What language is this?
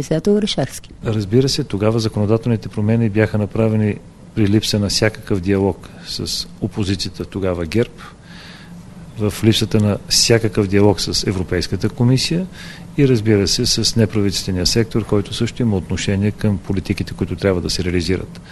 Bulgarian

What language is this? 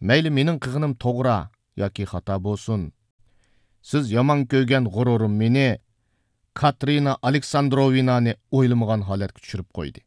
Uyghur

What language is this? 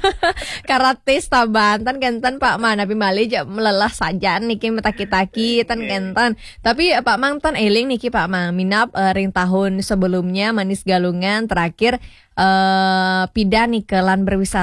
Balinese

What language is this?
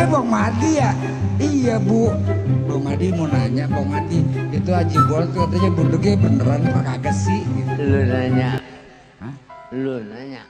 Betawi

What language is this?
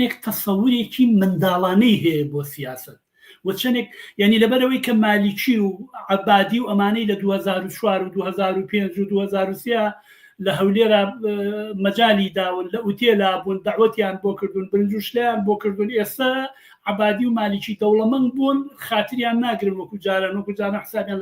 Central Kurdish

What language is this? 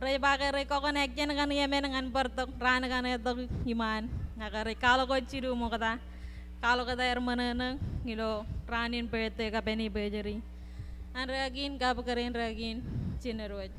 Marshallese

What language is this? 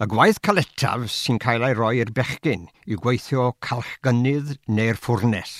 Welsh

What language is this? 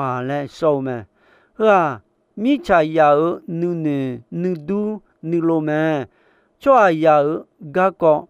Akha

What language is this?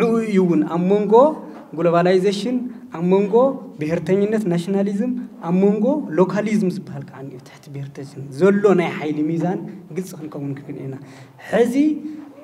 Tigrinya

